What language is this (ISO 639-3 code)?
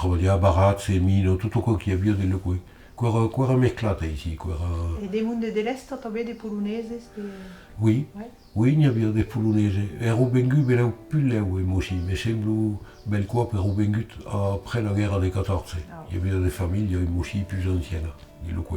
oci